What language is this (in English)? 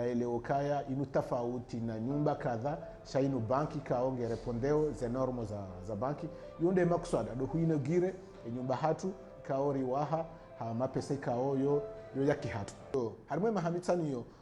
Ngazidja Comorian